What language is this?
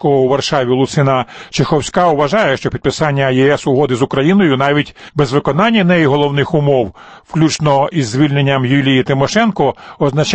Ukrainian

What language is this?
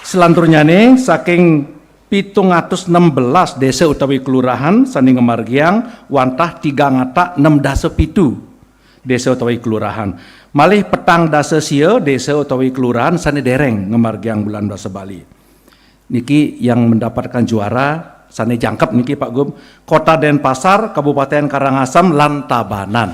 Balinese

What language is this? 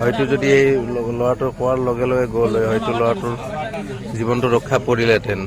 Assamese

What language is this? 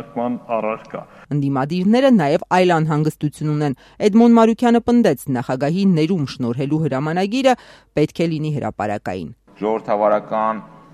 Armenian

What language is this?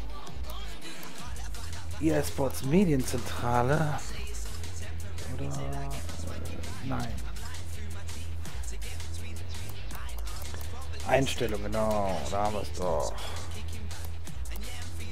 German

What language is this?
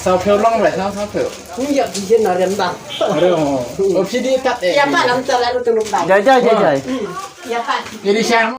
Khasi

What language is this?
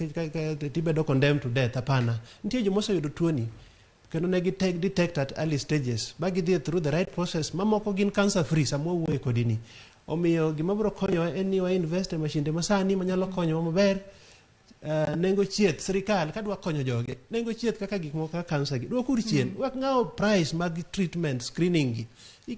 Luo (Kenya and Tanzania)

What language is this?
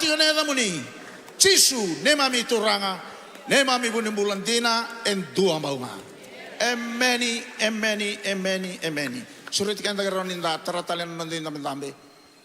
Fijian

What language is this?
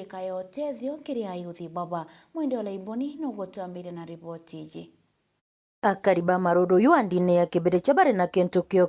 Meru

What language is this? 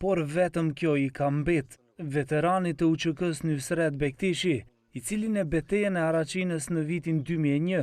Albanian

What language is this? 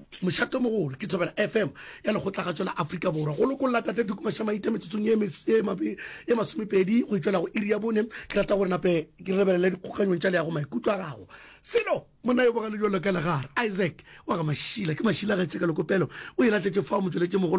Northern Sotho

